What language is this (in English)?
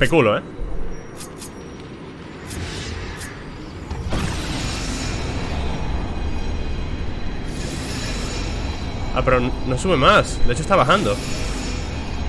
Spanish